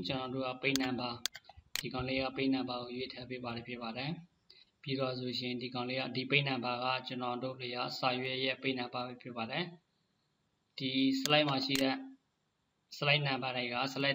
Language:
Burmese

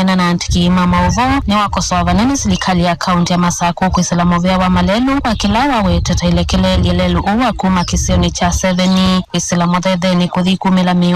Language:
Kamba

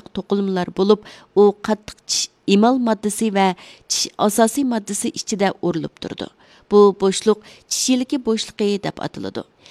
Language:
Uyghur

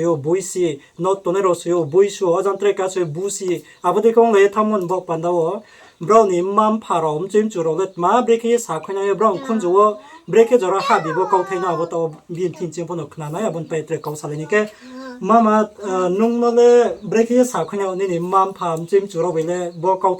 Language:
Riang (India)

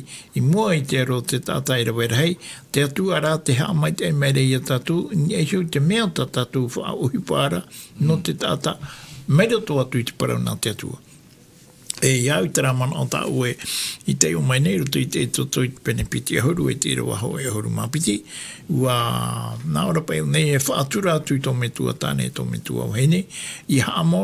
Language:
Tahitian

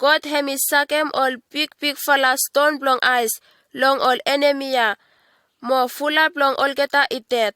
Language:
Bislama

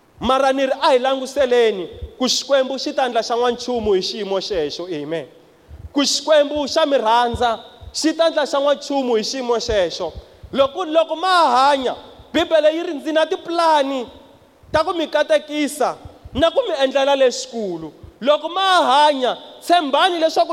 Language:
Tsonga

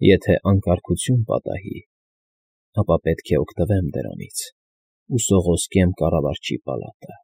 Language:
Armenian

